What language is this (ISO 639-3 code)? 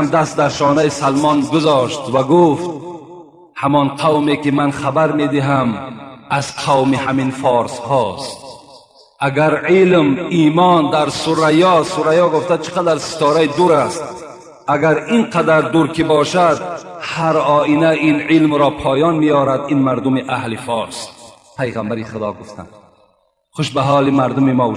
tgk